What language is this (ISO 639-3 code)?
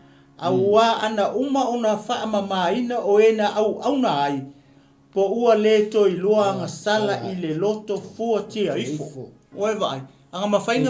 smo